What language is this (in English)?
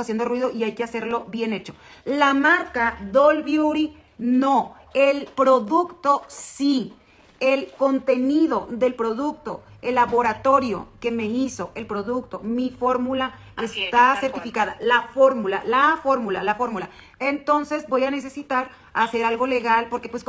Spanish